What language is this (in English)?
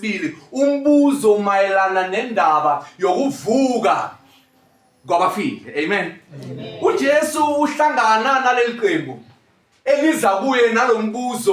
Zulu